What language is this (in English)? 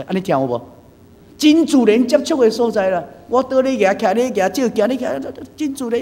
Min Nan Chinese